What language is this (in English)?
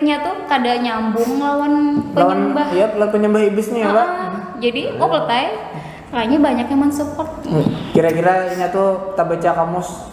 Banjar